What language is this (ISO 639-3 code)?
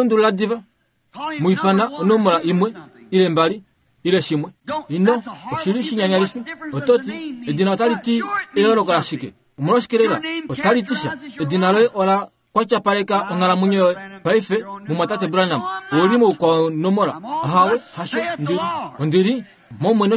kua